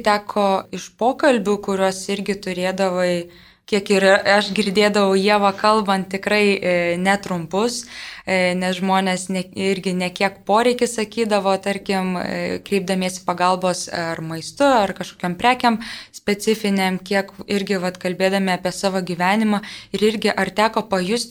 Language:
Lithuanian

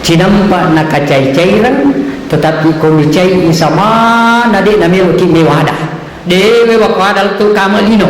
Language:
Buginese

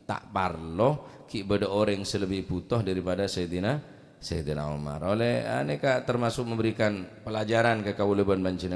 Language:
Madurese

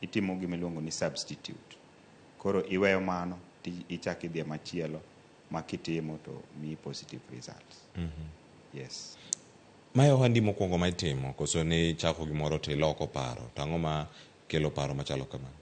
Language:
Luo (Kenya and Tanzania)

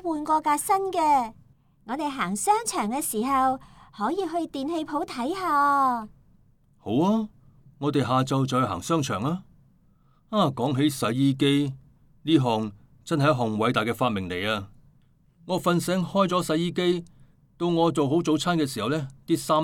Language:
Cantonese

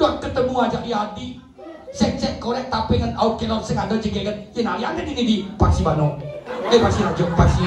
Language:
Balinese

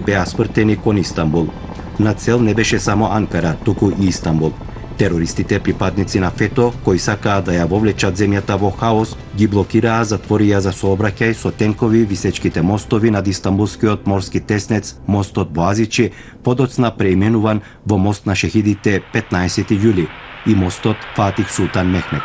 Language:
Macedonian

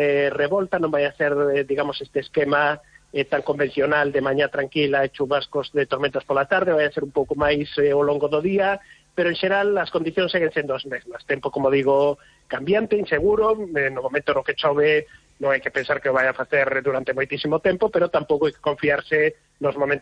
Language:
Galician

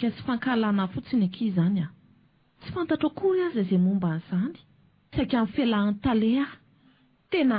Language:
Malagasy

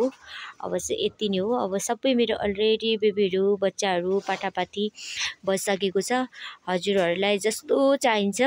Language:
Nepali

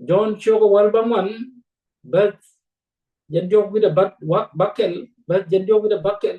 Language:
Nuer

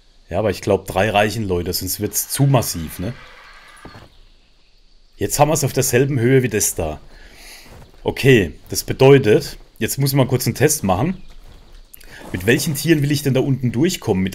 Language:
German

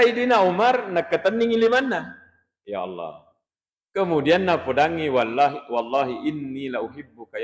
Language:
Buginese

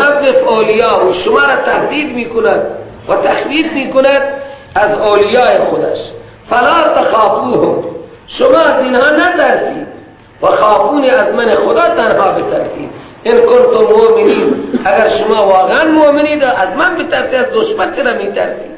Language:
Persian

